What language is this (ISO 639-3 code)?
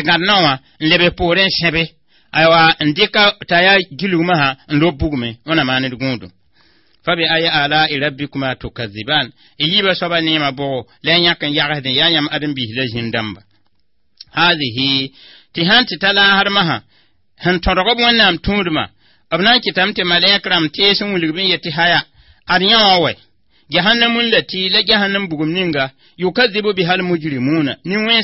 mos